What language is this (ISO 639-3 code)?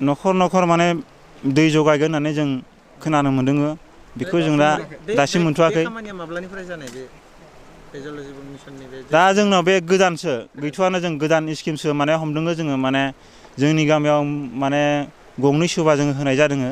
brx